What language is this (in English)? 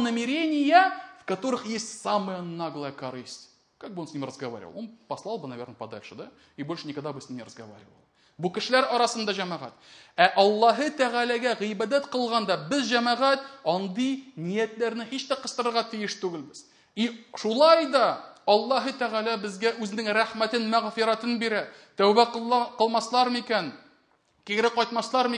Tatar